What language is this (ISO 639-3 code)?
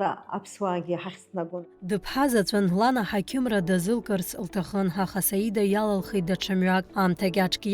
abk